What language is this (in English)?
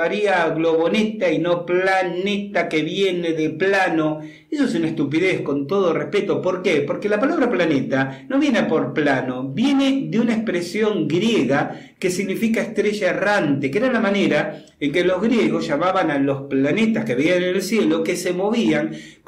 Spanish